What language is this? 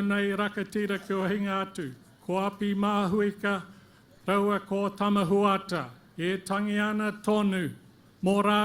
Māori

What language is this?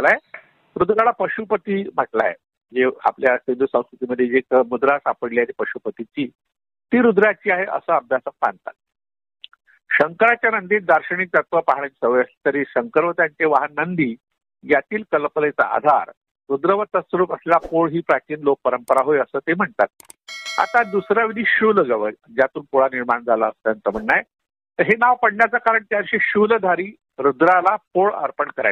Marathi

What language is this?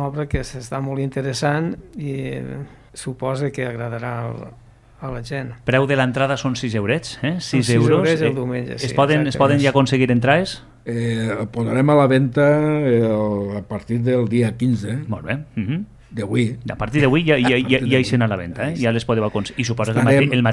Catalan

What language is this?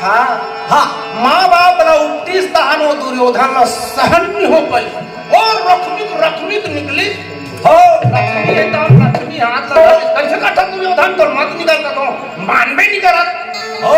Chhattisgarhi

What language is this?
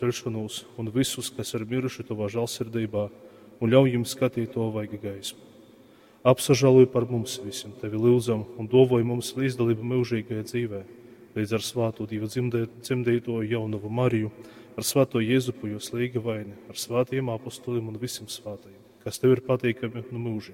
Latgalian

